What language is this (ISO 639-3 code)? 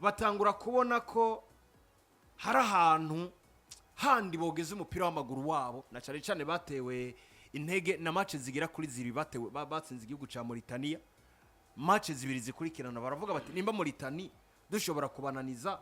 run